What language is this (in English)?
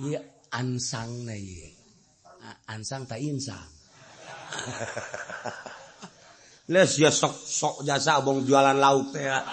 Sundanese